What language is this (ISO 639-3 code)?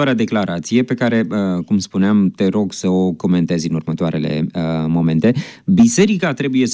ron